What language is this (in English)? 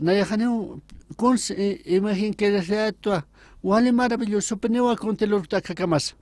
Aymara